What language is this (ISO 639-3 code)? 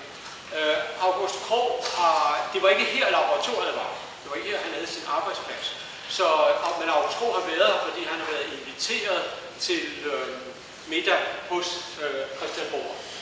dan